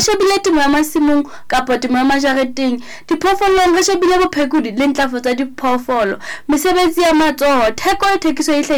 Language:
Southern Sotho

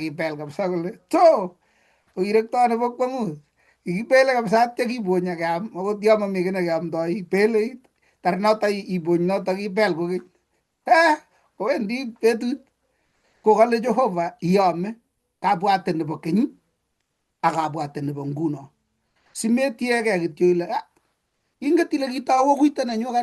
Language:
Kalenjin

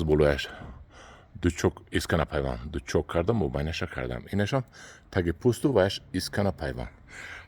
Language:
Tajik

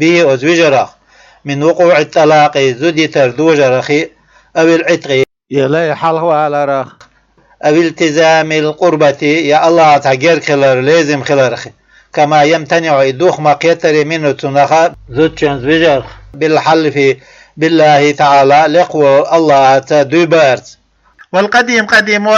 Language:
Chechen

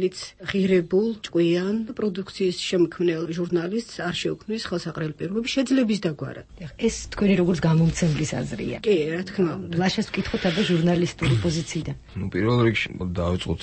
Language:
Georgian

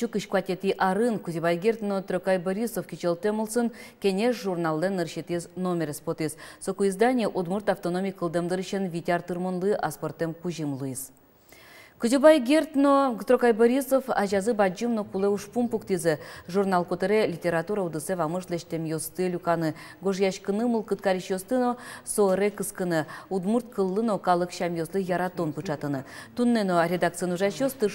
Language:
Udmurt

